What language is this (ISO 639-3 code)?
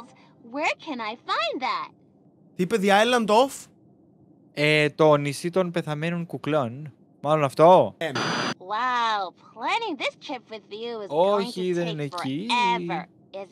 ell